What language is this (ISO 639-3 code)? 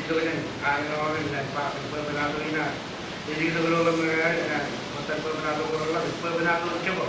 mah